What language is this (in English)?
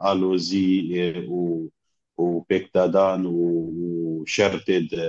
Kurdish